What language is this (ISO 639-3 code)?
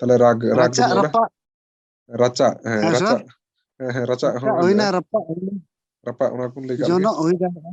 sat